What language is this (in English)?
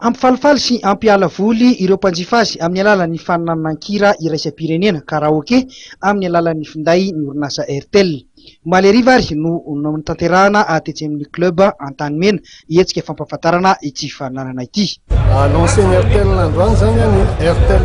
Malagasy